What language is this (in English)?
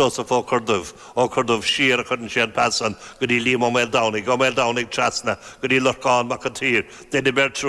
Irish